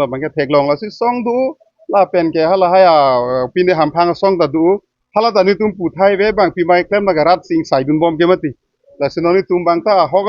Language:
Karbi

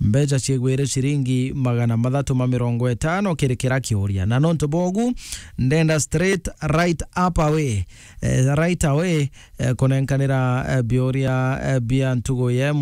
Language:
Meru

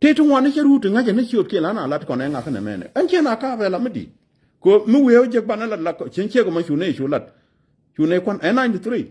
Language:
Nuer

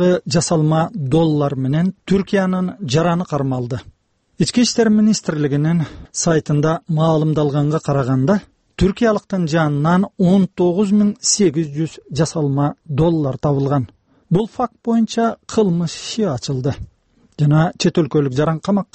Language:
Kyrgyz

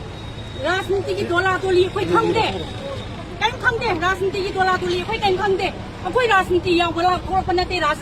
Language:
Manipuri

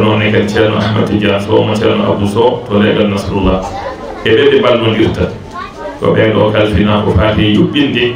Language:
Fula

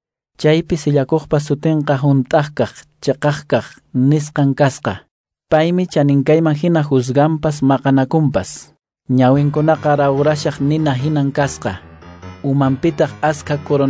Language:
Quechua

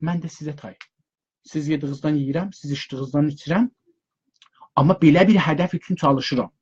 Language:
South Azerbaijani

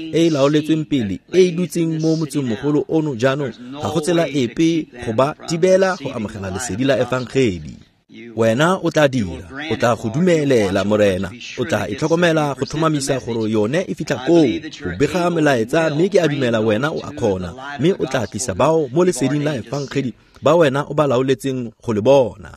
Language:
Tswana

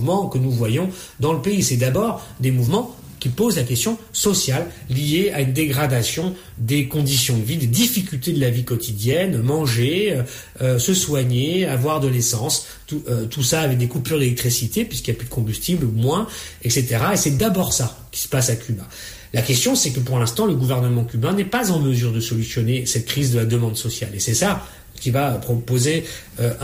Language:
Haitian Creole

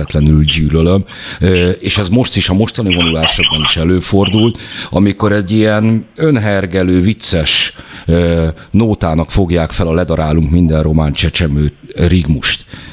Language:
Hungarian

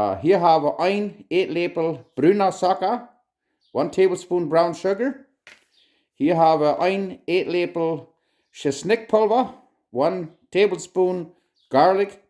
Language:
Plautdietsch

